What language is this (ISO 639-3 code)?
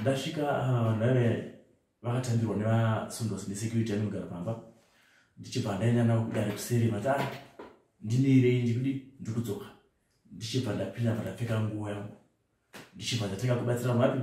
sna